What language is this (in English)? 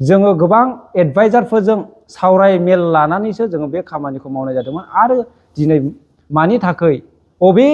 Bodo